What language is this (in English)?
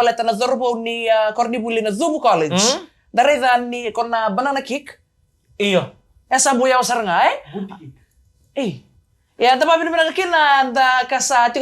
Fijian